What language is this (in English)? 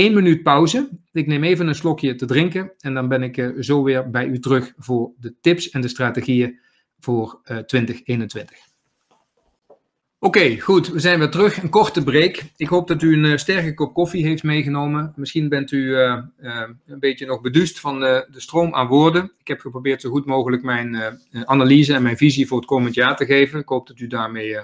Dutch